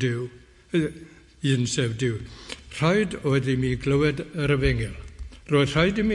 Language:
Welsh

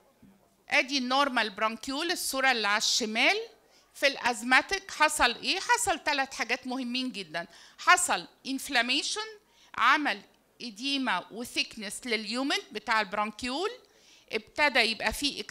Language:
Egyptian Arabic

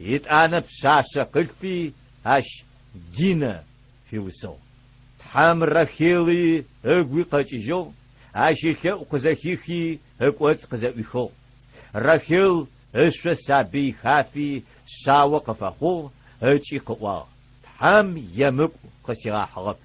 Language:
Adyghe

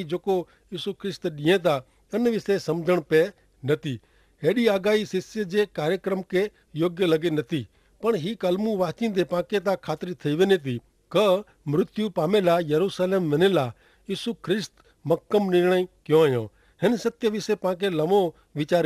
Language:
Kachhi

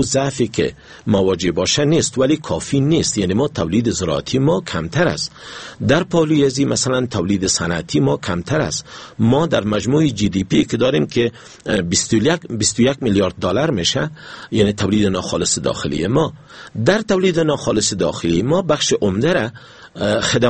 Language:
Persian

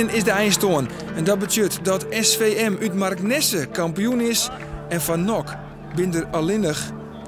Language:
Western Frisian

